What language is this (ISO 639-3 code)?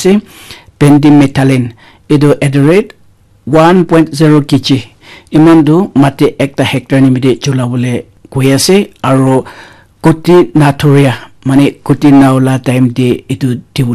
nag